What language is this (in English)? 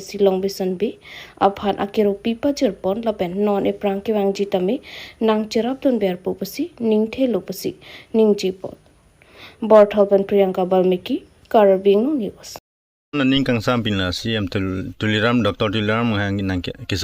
Karbi